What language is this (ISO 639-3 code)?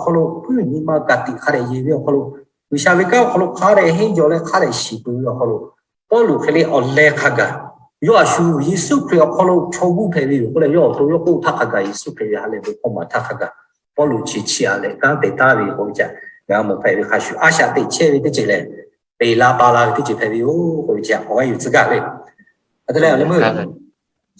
lhu